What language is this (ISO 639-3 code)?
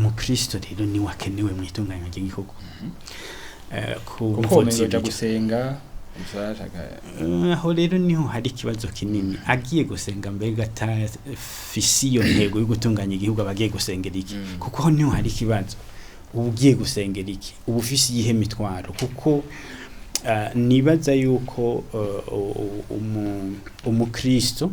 run